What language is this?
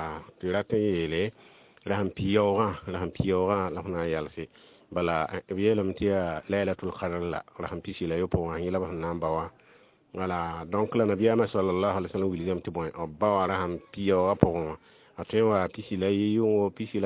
Mossi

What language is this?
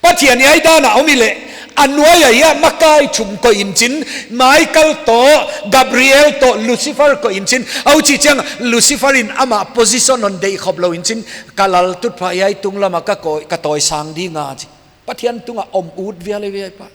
Paite Chin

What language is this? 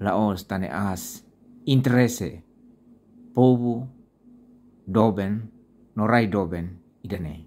Tetum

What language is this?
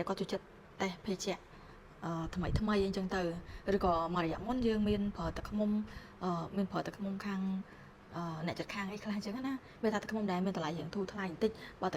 Khmer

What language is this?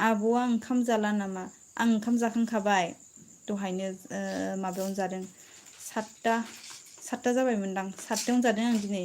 Bodo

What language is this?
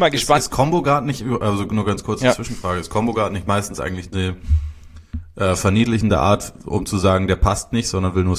German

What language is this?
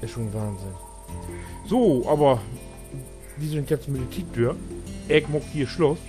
Low German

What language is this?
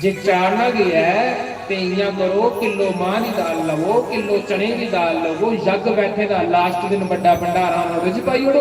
Dogri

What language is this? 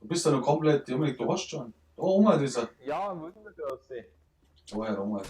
Bavarian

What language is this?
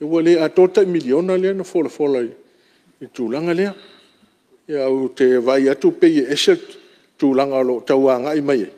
Samoan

